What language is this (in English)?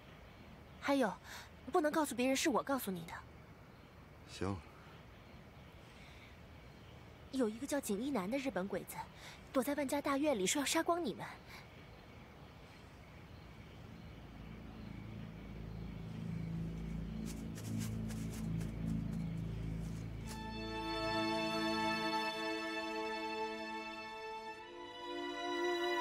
Chinese